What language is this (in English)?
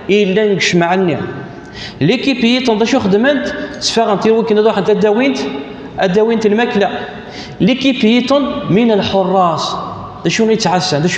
Kabyle